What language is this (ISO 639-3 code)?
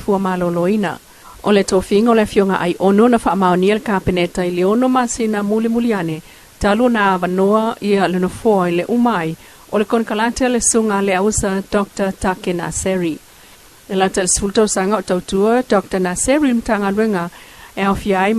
smo